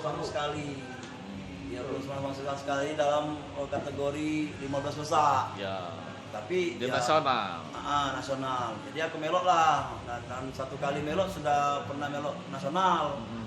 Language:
Musi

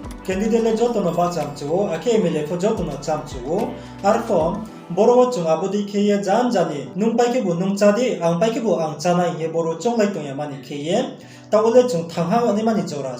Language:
Riang (India)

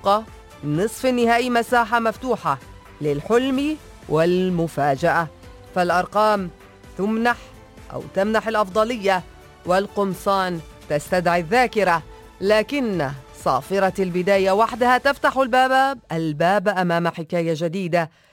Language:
Arabic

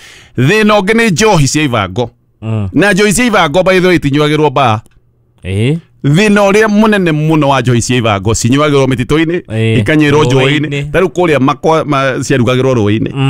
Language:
Kikuyu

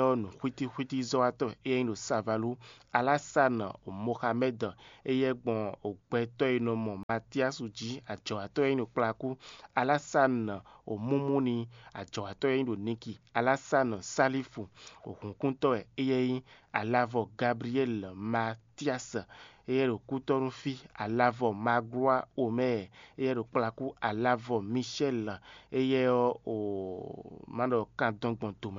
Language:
Fon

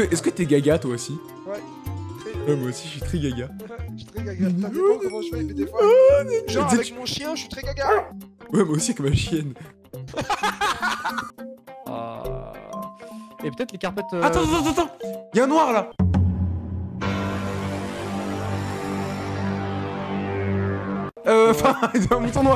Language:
French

